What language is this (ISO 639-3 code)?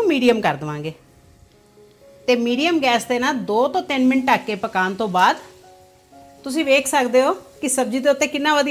pan